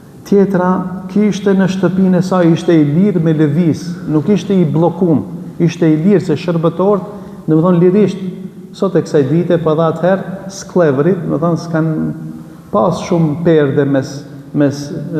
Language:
Albanian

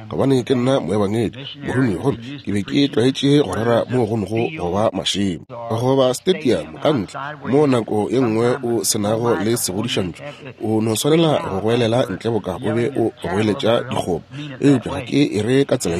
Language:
Northern Sotho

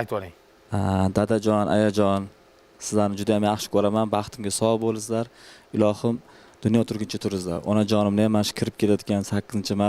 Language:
Uzbek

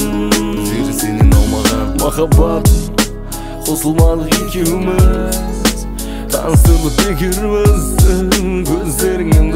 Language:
Kazakh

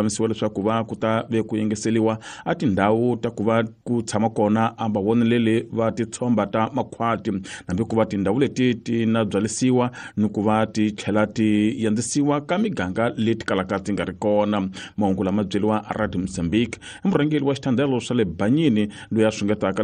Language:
Tsonga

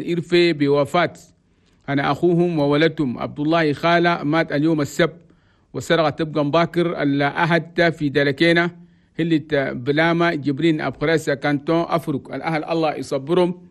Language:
Chadian Arabic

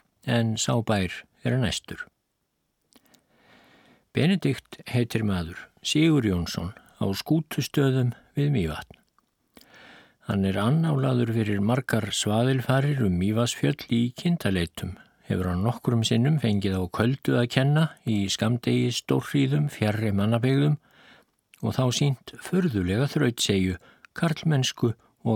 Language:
Icelandic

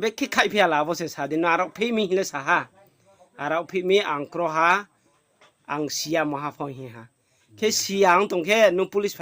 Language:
Riang (India)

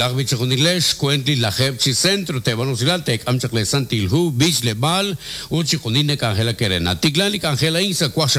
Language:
Kekchí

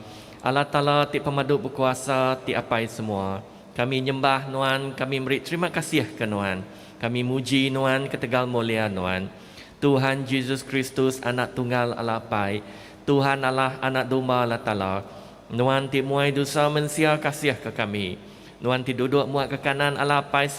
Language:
Iban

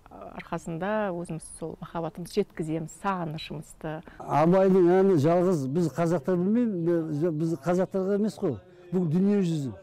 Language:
Kazakh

